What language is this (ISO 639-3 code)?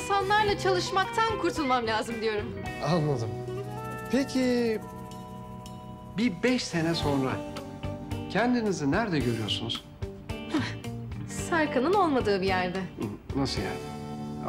tur